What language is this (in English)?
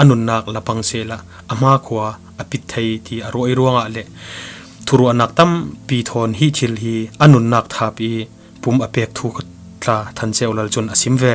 Falam Chin